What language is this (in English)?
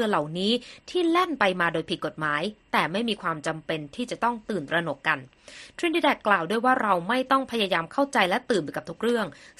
Thai